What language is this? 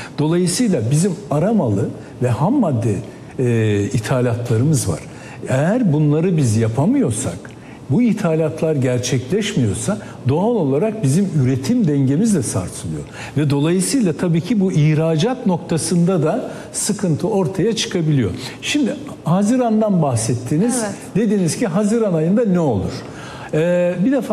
Turkish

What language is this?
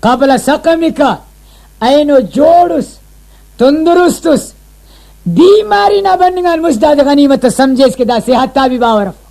Brahui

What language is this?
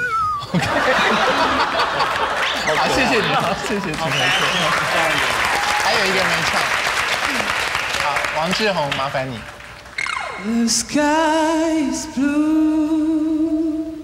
Chinese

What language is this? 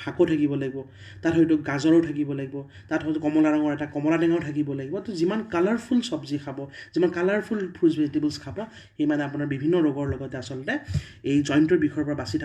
Assamese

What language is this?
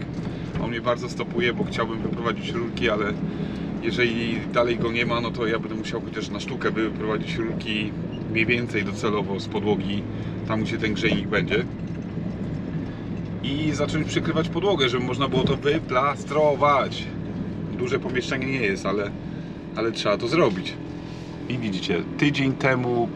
Polish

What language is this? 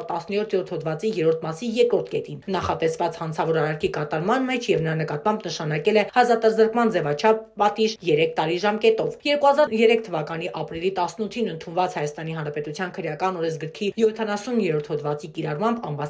Armenian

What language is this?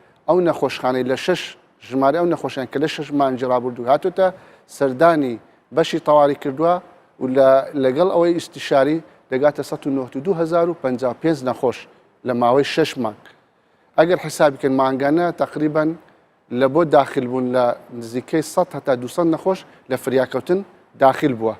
Central Kurdish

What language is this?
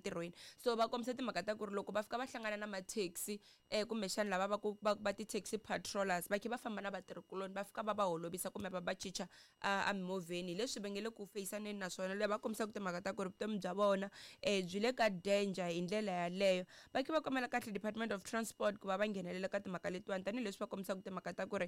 Tsonga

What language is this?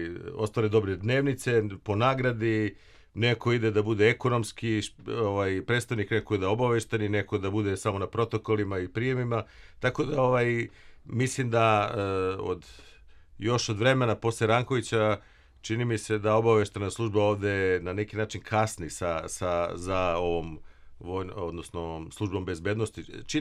Serbian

